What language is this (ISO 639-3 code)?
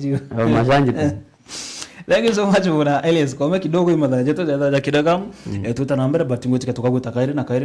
mer